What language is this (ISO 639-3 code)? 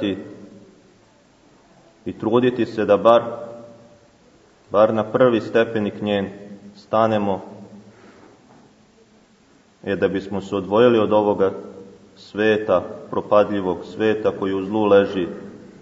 srp